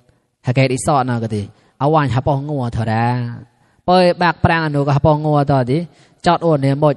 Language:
Mon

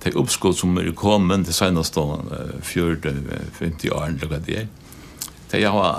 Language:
Faroese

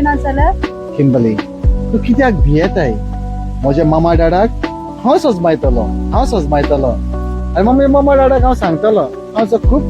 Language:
Konkani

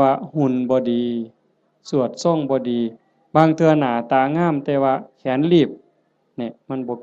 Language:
Lao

